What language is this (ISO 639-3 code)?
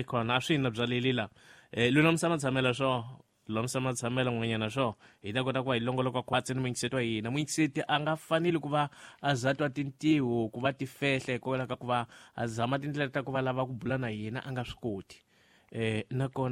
tso